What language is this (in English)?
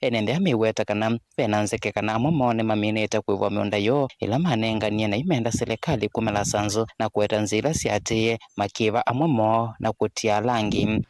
Kamba